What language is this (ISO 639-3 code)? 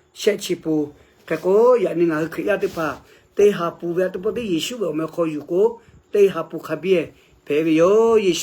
lhu